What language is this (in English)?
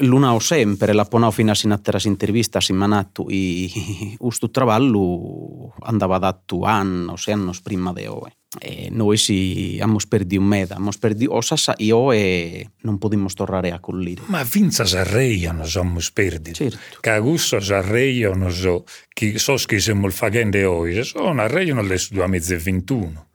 Sardinian